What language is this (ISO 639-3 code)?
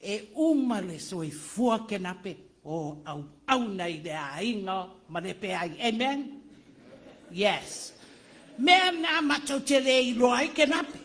smo